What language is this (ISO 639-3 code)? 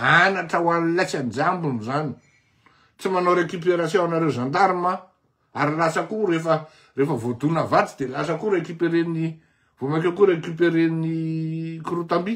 mlg